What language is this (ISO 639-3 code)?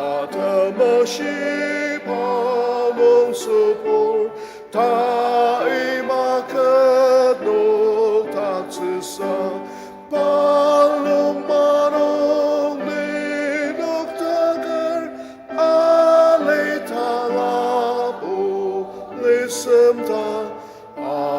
njo